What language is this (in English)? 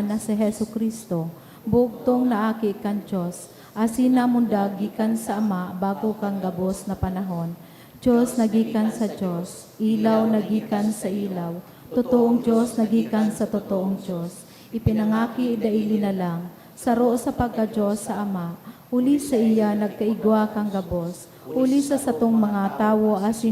Bikol